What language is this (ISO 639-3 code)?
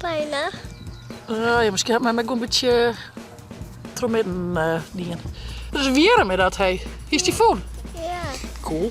fry